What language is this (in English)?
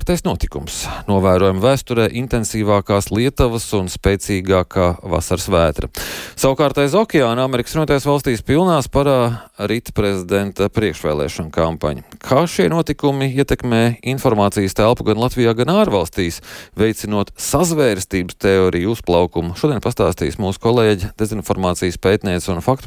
Latvian